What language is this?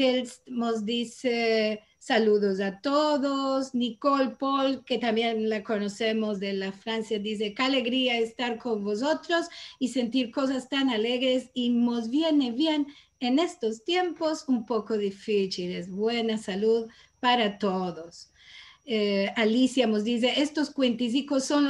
Ladino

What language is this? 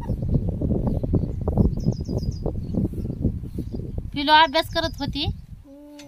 Marathi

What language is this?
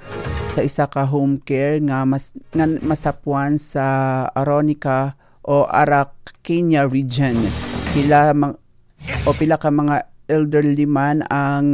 Hiligaynon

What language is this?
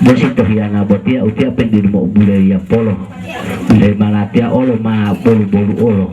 Gorontalo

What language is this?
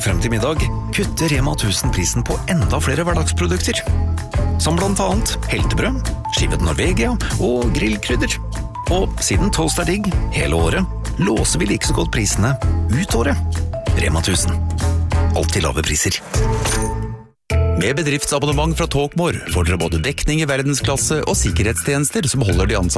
Norwegian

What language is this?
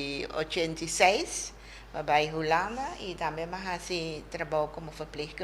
Papiamento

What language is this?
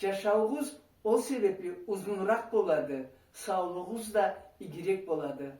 Karachay-Balkar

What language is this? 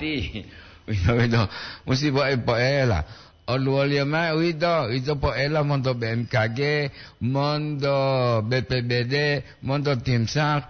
Gorontalo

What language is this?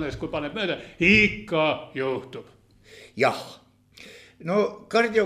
Estonian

